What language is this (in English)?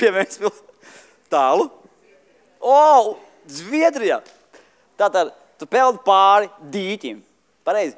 Latvian